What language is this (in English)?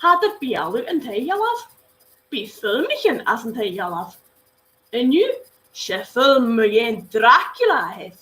Scottish Gaelic